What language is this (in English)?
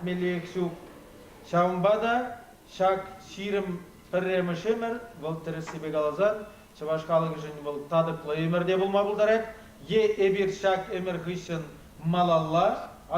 Chuvash